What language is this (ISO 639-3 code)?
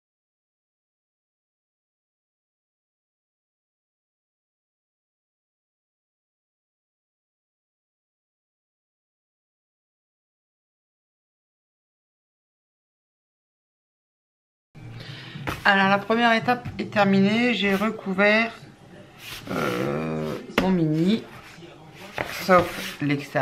fra